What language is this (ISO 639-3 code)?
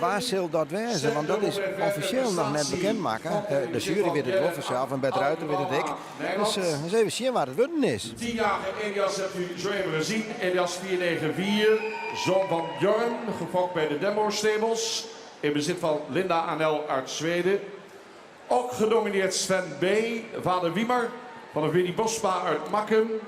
fry